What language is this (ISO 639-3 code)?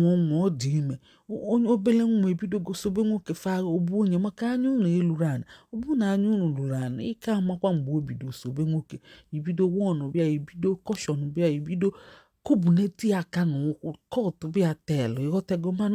ibo